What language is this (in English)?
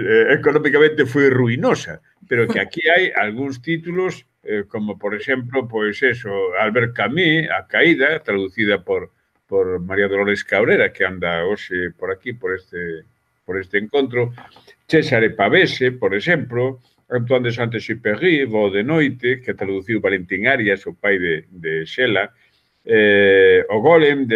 Galician